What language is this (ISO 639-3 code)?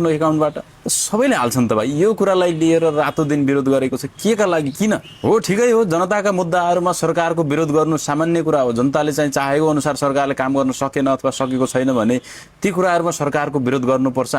nep